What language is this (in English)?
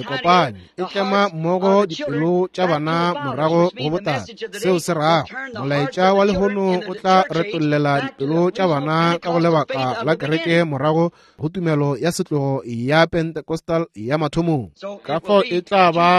Northern Sotho